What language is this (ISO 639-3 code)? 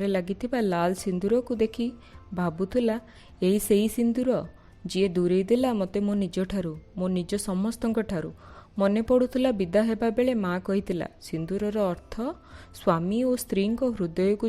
ori